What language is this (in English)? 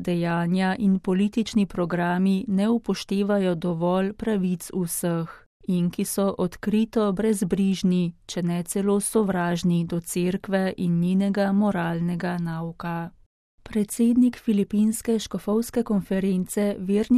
Slovenian